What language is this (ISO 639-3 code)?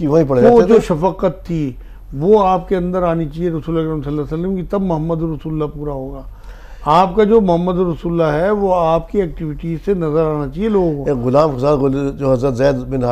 urd